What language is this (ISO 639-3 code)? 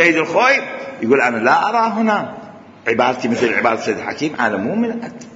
acm